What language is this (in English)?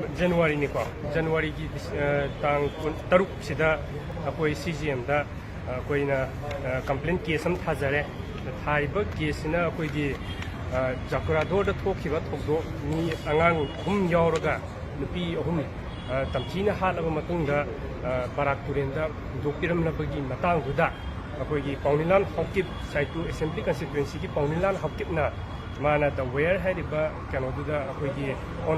Manipuri